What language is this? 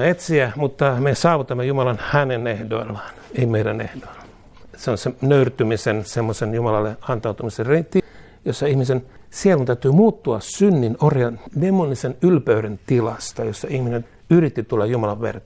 Finnish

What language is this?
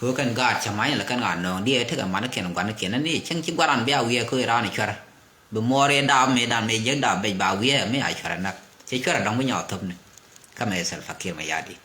Nuer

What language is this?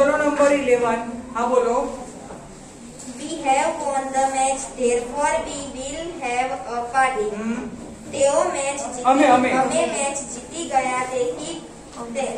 Gujarati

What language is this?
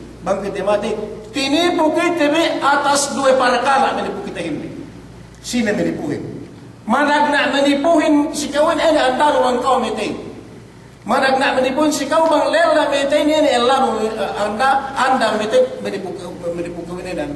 Yakan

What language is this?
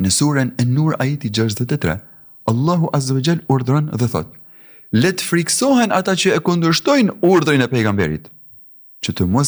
Albanian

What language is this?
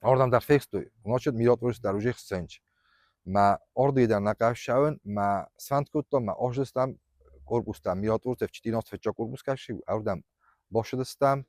Ossetic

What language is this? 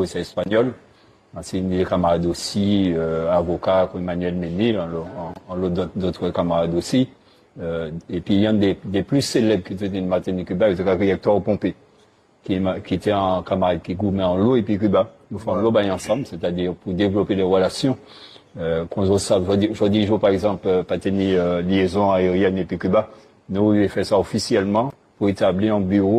Guadeloupean Creole French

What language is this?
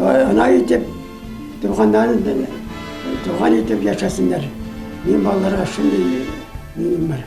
Bashkir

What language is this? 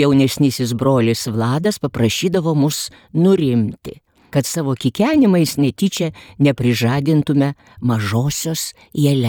Lithuanian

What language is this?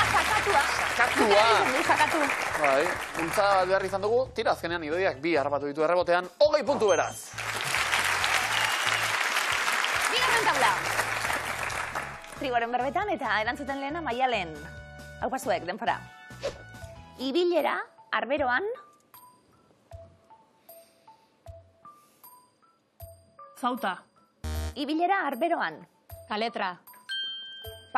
Basque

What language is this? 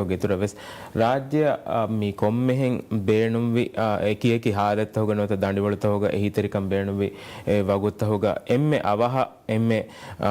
Divehi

